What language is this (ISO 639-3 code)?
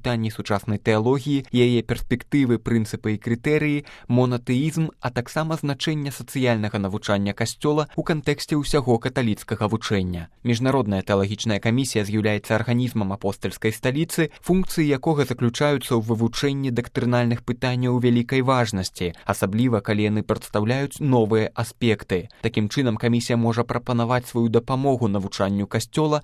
bel